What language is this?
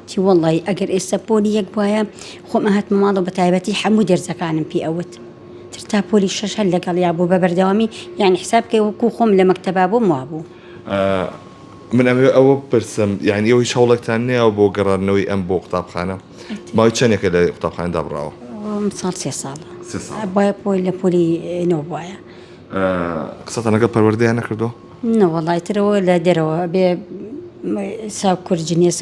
Central Kurdish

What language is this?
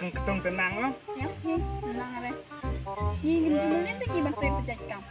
Khasi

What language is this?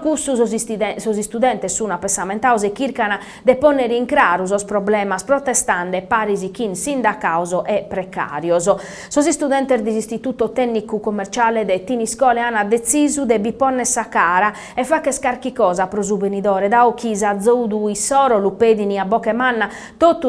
Sardinian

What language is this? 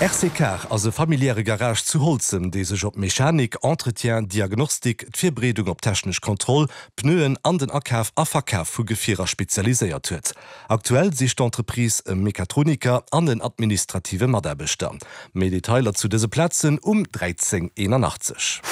Luxembourgish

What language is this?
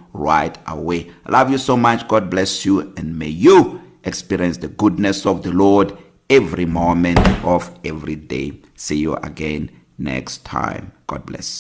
English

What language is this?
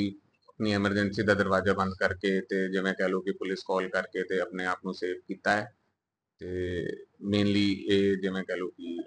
Punjabi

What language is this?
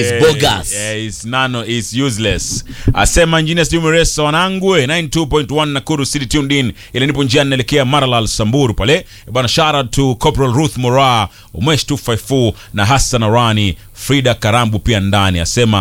Swahili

